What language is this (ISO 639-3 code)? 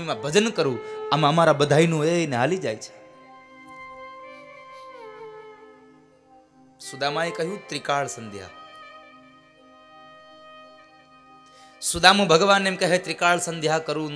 guj